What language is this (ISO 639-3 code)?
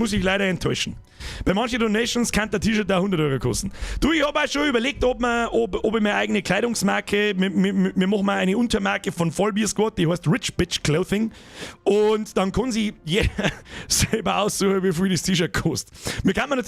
bar